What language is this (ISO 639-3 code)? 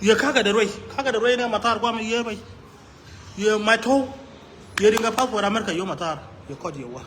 nus